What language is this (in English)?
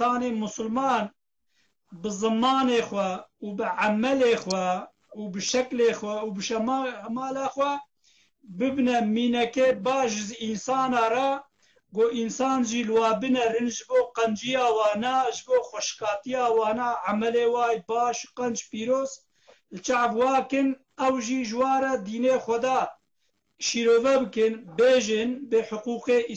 Kurdish